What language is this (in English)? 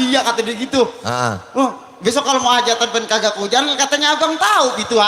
Betawi